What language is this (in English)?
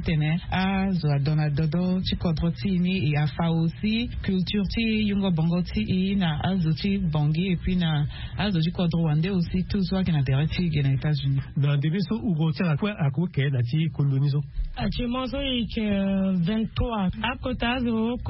Sango